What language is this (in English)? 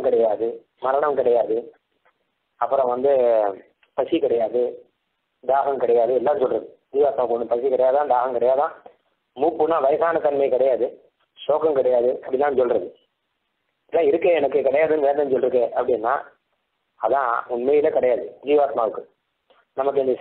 Tamil